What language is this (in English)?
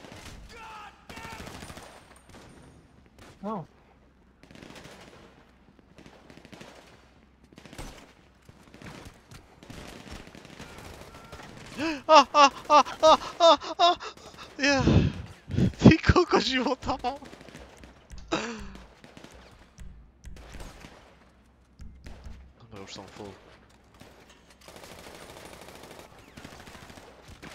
Slovak